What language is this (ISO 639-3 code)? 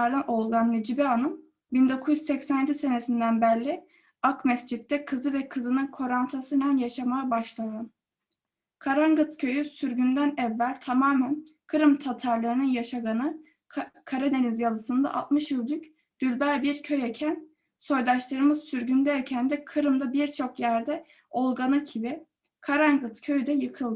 crh